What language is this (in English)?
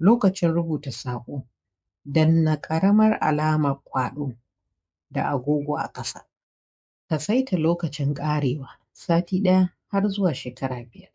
Hausa